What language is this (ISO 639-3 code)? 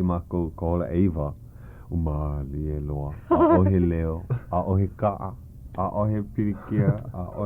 haw